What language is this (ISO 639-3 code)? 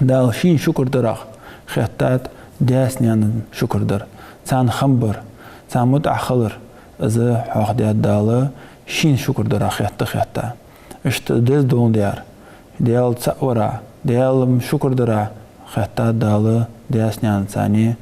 inh